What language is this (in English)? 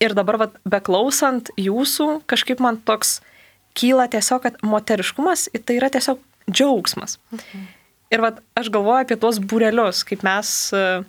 Lithuanian